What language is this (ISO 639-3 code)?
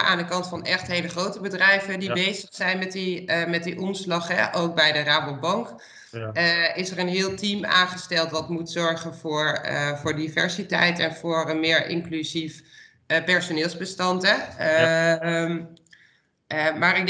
nld